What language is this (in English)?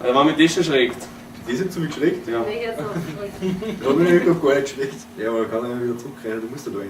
Bavarian